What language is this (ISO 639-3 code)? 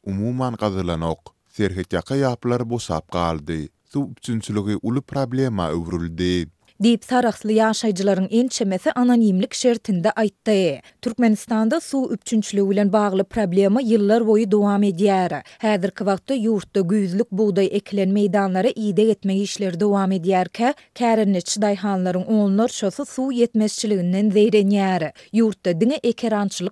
tuk